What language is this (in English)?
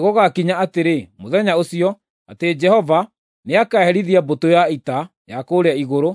Kikuyu